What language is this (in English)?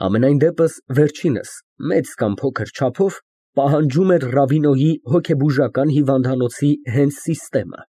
Armenian